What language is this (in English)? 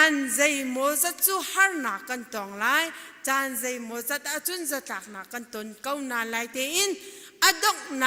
Hakha Chin